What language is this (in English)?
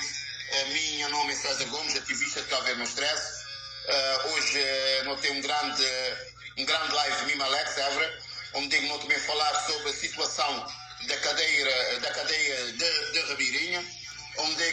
Kabuverdianu